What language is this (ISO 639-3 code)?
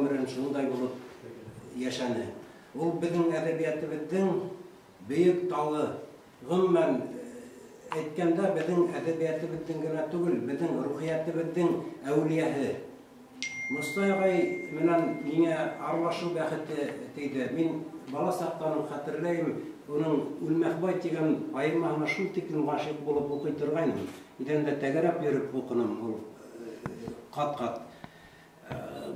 bak